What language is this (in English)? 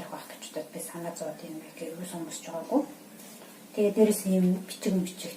Mongolian